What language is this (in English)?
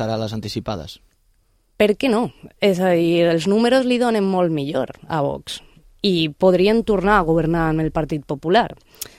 Catalan